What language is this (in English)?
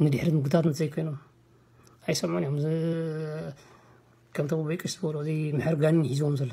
Tigrinya